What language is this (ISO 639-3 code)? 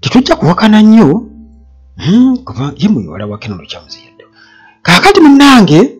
lug